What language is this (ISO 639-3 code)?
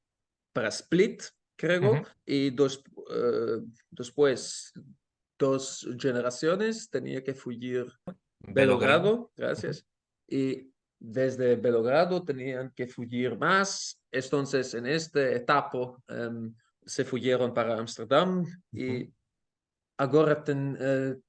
lad